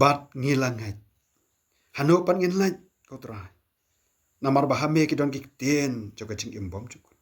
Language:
Khasi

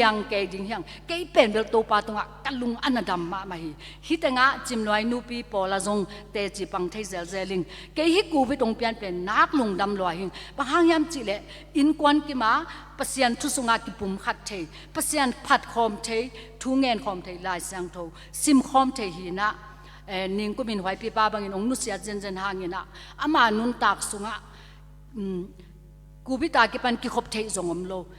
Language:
Tedim Chin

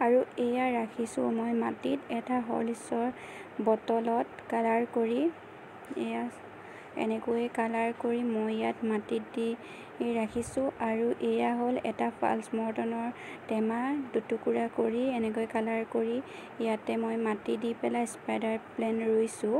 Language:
Assamese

